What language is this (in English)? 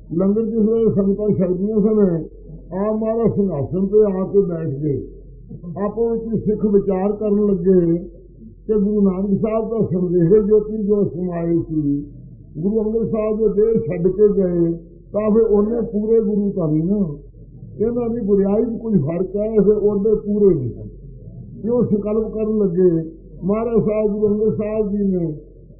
Punjabi